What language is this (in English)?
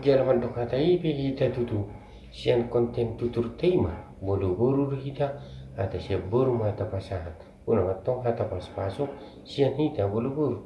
Batak Toba